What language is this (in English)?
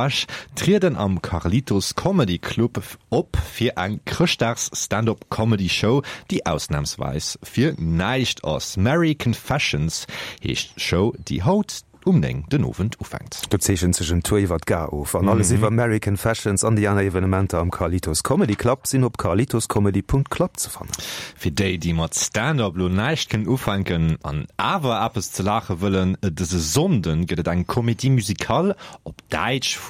Luxembourgish